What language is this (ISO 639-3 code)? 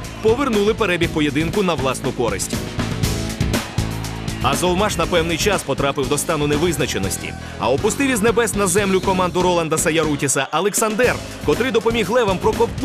ukr